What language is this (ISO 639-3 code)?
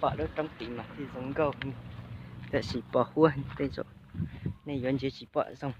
hmn